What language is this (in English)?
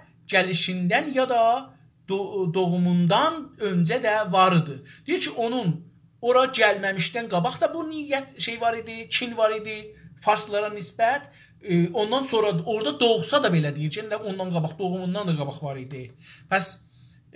South Azerbaijani